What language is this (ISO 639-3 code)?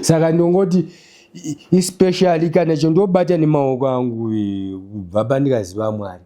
sna